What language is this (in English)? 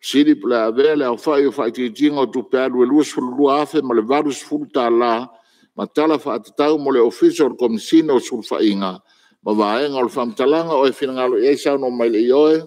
Samoan